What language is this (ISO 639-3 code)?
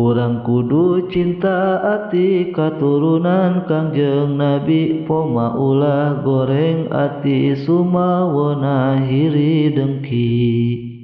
sun